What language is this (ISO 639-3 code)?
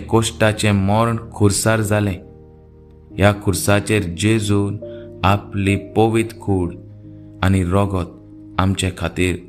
kok